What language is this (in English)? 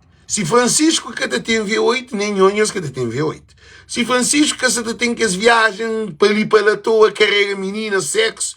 Kabuverdianu